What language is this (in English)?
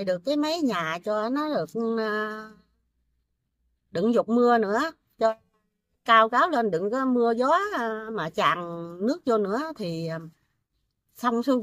Vietnamese